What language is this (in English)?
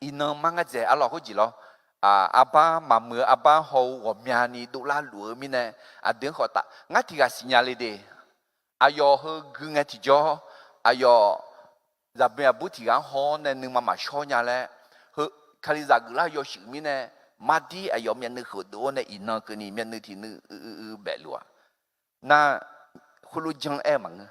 Akha